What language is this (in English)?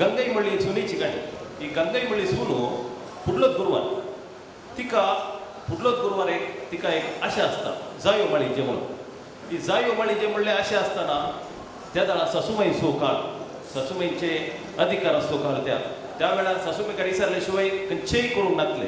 Konkani